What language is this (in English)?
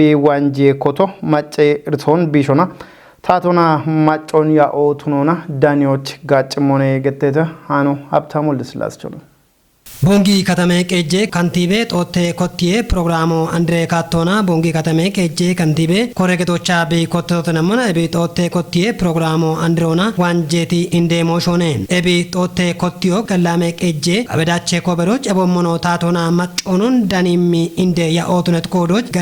Kafa